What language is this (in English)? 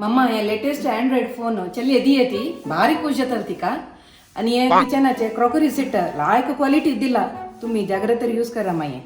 Konkani